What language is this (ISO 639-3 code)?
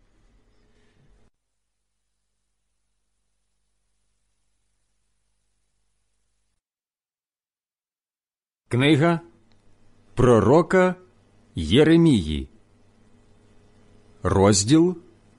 ukr